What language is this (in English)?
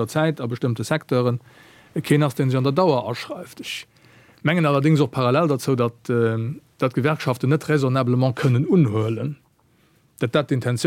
Luxembourgish